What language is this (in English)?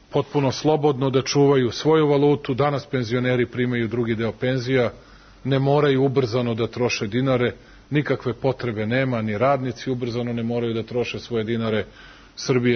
Serbian